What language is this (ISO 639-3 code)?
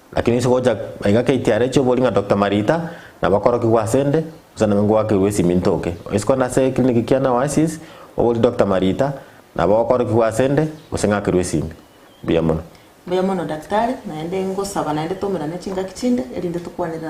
guz